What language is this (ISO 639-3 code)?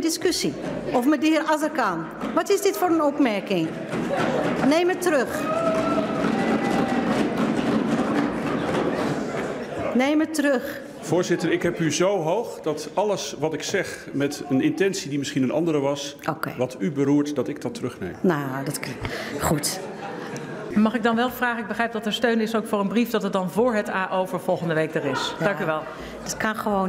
nld